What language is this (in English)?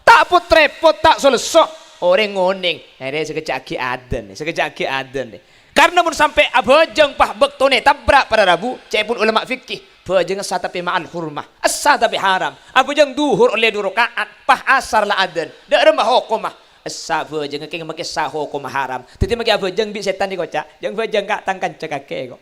Madurese